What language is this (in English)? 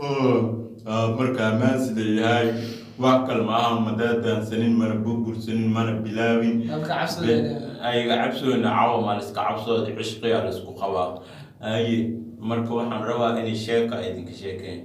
Somali